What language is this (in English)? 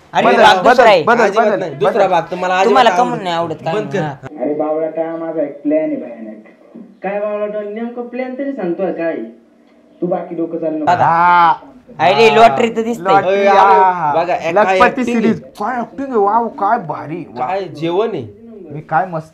Marathi